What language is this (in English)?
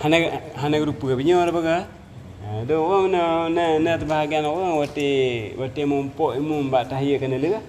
Achinese